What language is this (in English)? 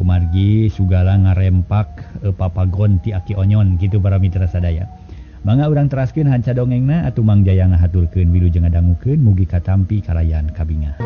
Sundanese